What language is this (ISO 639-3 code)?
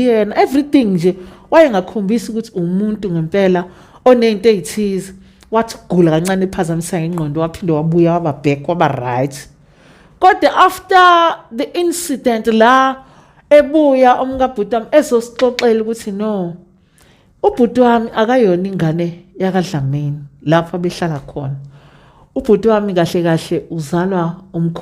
zul